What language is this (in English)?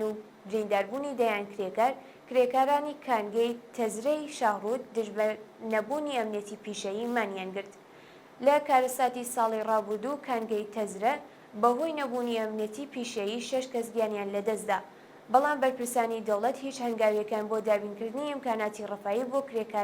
Central Kurdish